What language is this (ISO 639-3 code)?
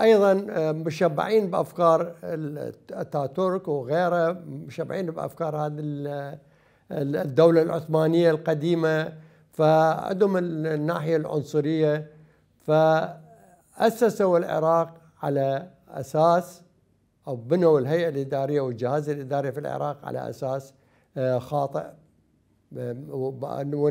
acm